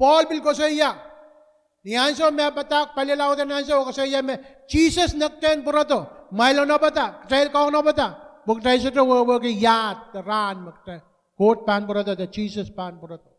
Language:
Pohnpeian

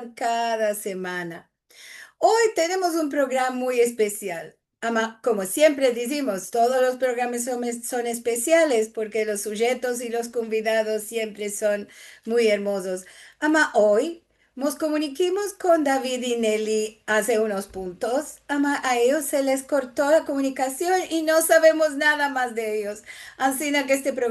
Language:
Ladino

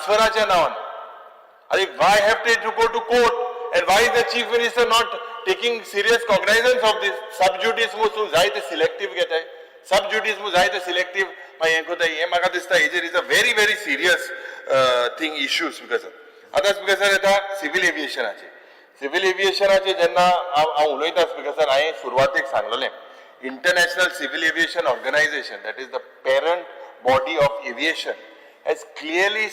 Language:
Konkani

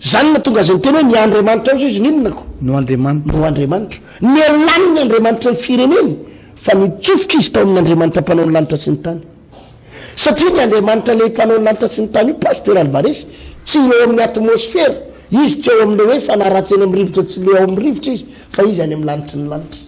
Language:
Malagasy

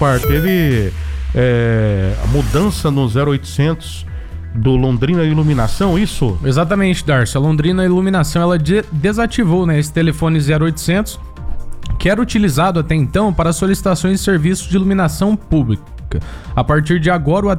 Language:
Portuguese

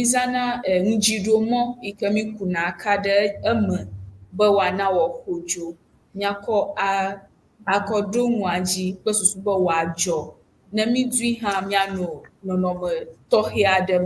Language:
Ewe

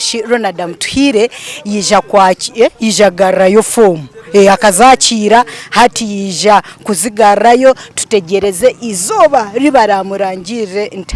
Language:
Nyankole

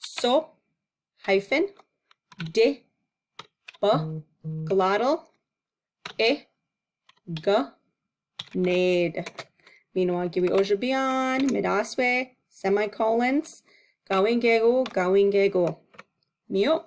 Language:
Chippewa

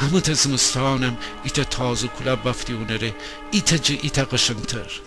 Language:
Gilaki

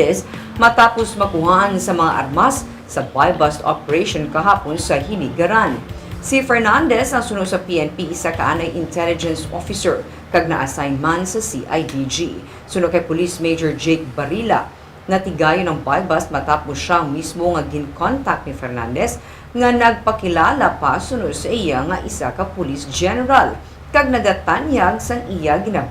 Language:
Hiligaynon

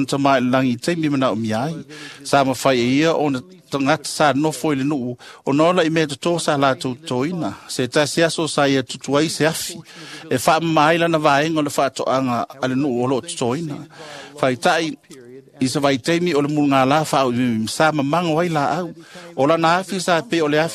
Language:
Samoan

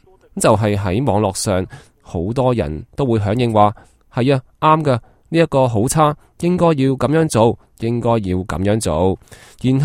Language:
Cantonese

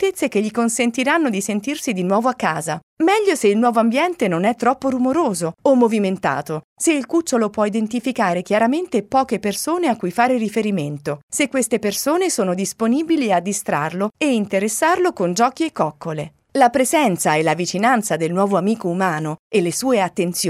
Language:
Italian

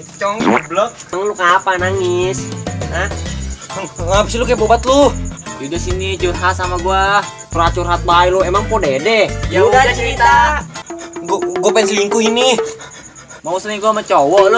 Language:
Betawi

